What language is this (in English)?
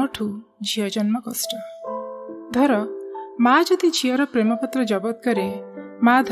Odia